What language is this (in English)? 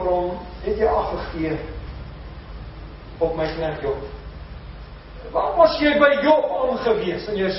Afrikaans